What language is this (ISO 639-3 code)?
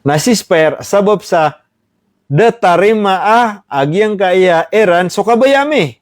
mrw